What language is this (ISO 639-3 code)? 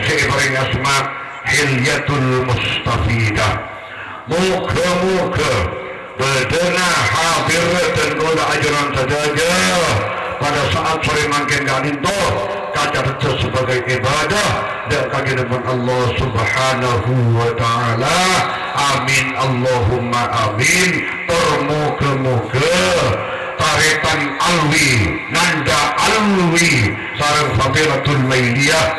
mad